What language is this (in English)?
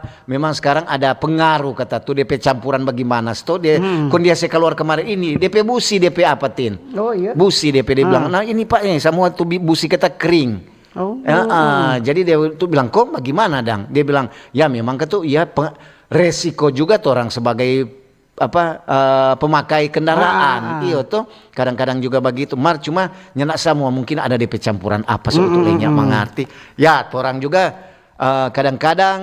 Manado Malay